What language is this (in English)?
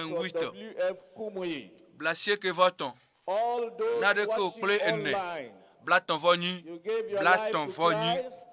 Ewe